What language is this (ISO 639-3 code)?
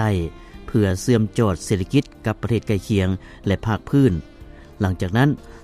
lao